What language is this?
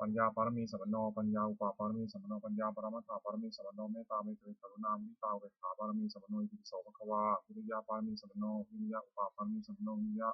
Pali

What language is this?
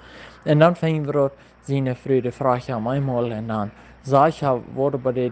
Plautdietsch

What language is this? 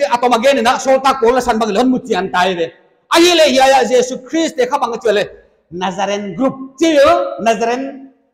Paite Chin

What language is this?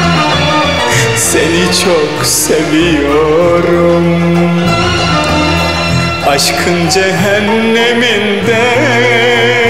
Turkish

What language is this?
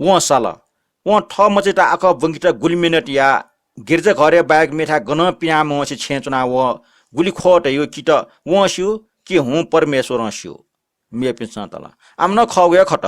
Newari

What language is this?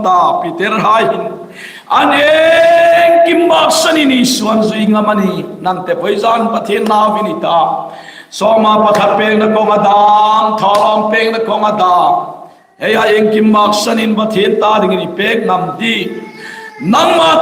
Hmar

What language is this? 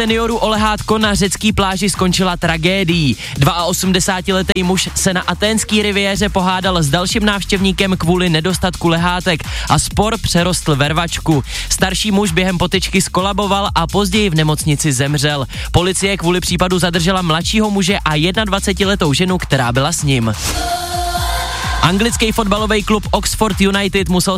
Czech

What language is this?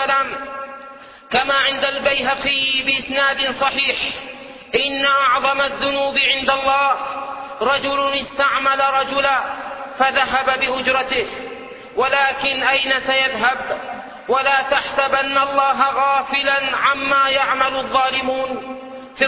Arabic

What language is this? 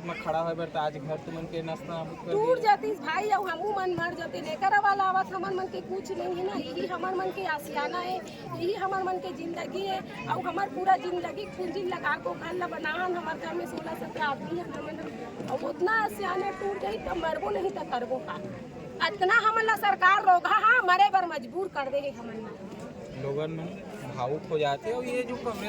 Chhattisgarhi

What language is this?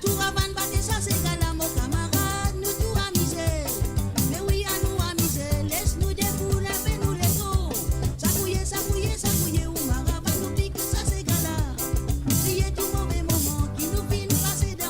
Morisyen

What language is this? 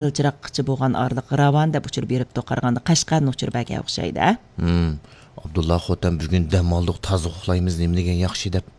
Uyghur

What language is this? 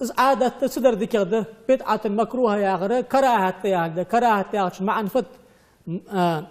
Ingush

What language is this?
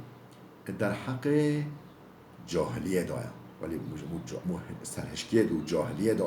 Kurdish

